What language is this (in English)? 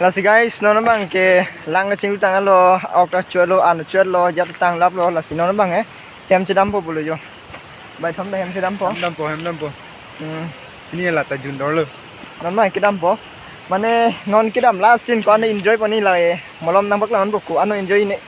Karbi